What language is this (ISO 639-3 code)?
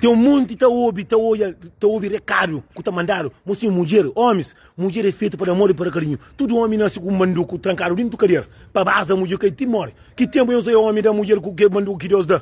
kea